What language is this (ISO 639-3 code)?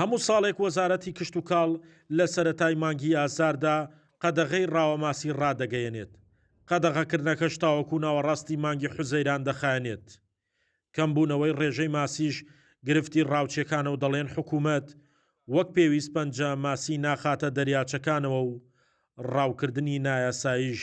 ckb